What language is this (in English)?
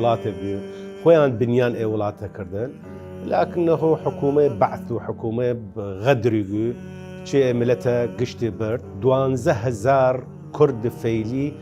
Southern Kurdish